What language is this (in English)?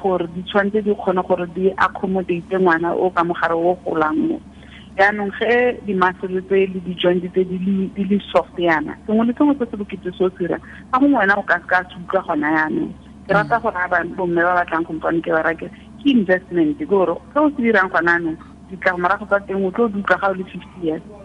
Tswana